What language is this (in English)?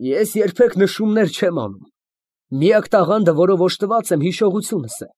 Armenian